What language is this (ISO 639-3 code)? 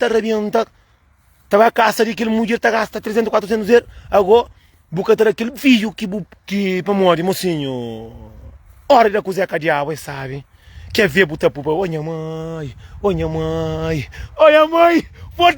kea